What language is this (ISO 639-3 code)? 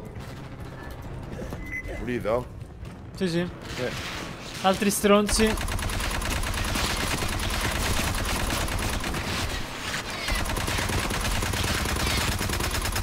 ita